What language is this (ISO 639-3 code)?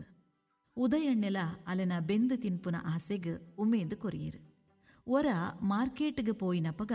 tcy